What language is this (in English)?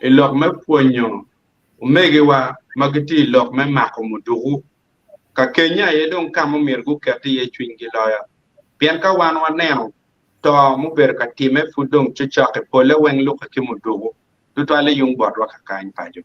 Acoli